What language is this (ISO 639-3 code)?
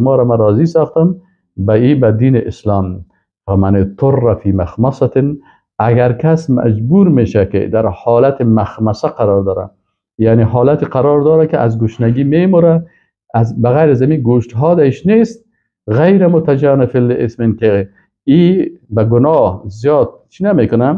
fas